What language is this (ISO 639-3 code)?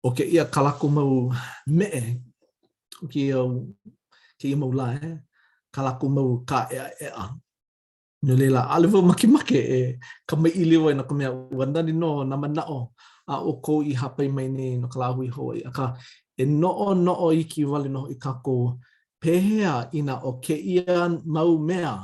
haw